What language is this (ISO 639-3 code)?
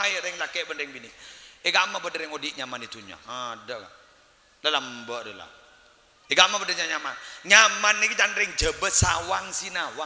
mad